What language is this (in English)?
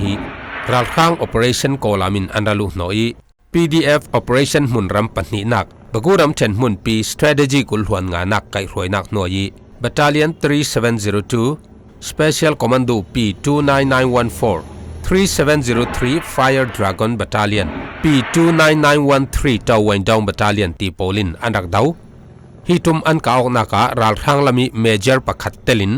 Falam Chin